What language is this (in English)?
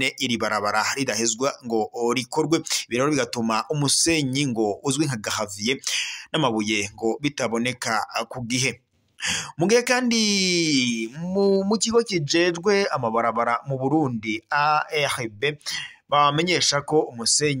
Rundi